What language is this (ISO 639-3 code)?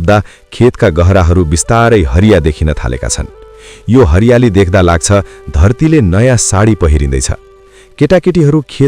nep